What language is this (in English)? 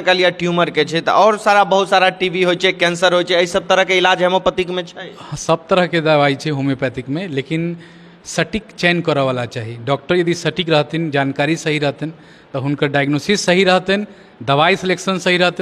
Maithili